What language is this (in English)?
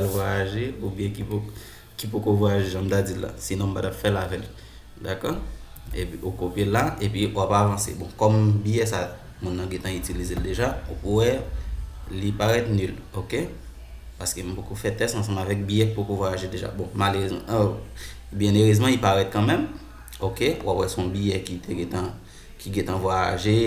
Haitian Creole